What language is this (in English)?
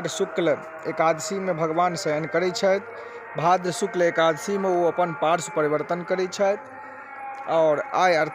Maithili